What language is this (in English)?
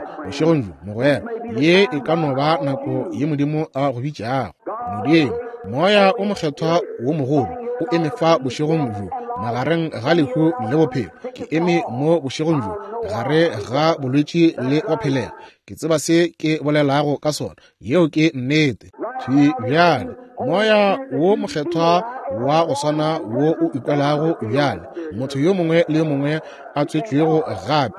Northern Sotho